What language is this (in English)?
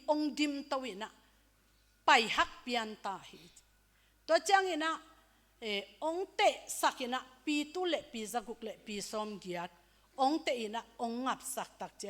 Tedim Chin